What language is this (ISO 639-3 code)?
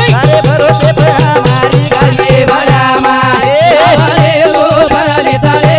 lmn